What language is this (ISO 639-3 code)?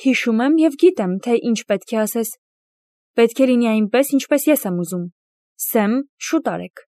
hye